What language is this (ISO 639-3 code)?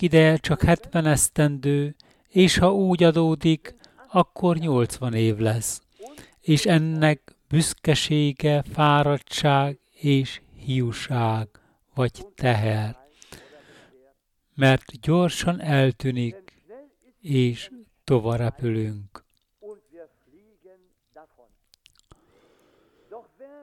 hun